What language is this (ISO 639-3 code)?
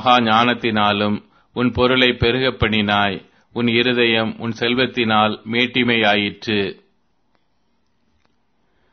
tam